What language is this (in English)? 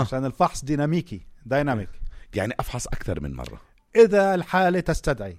North Levantine Arabic